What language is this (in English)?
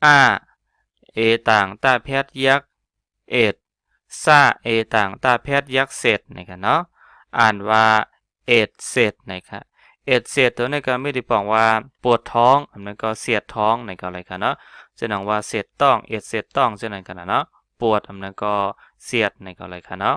Shan